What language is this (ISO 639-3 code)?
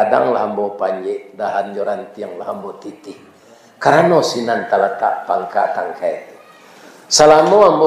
min